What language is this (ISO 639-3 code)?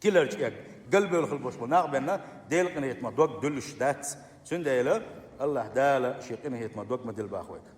che